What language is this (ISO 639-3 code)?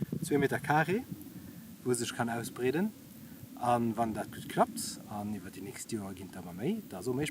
ltz